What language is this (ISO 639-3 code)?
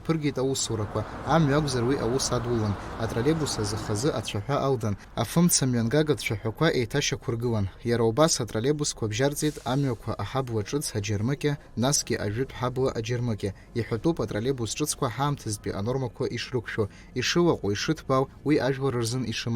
abk